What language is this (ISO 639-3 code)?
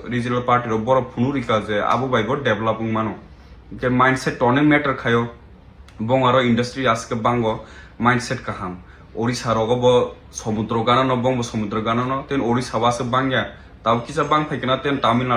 trp